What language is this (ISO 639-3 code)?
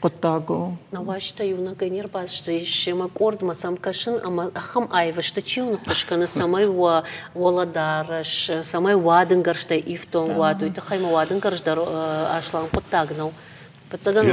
oss